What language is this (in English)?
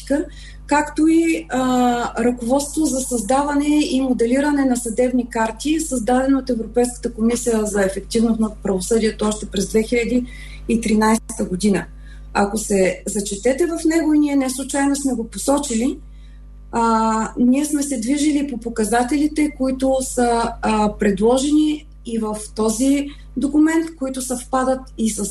Bulgarian